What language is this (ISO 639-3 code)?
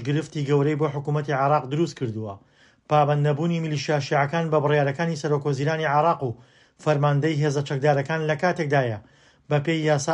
ckb